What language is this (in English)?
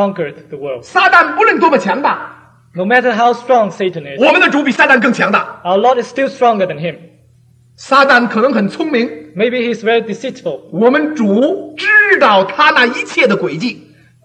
Chinese